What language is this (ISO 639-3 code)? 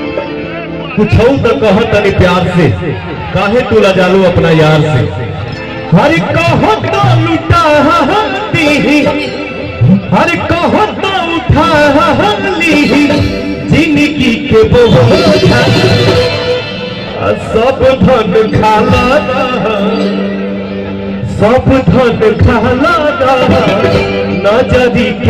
bho